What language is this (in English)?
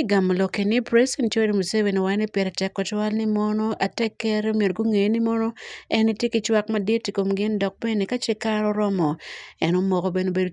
Acoli